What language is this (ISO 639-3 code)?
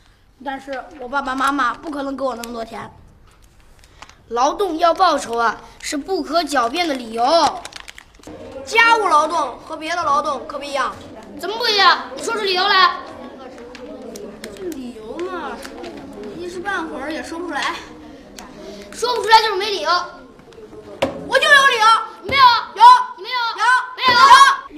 zho